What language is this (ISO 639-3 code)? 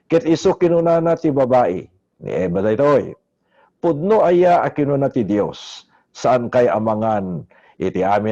ilo